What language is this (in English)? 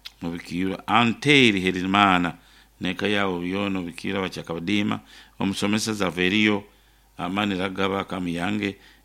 Nyankole